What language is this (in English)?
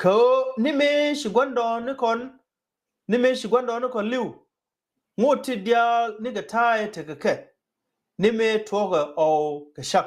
Nuer